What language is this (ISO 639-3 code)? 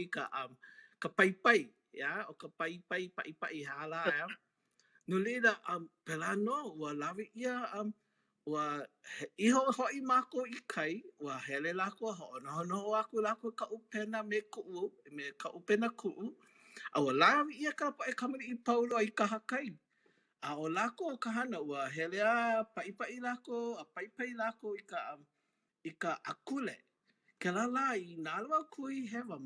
haw